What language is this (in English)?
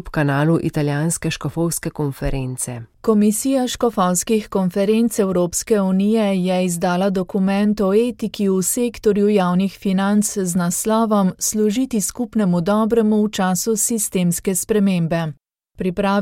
Slovenian